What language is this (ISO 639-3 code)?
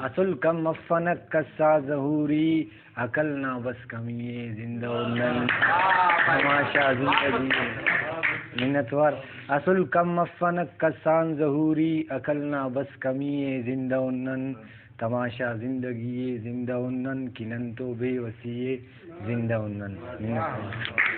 brh